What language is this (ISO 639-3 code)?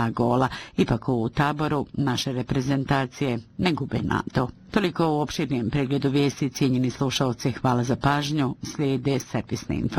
bos